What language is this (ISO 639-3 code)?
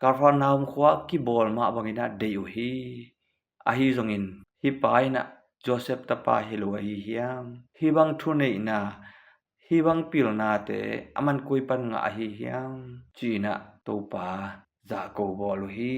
ctd